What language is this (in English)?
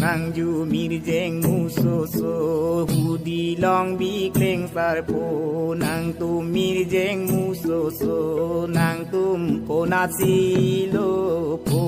Karbi